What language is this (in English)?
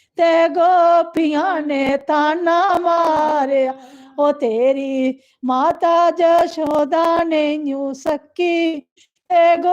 Dogri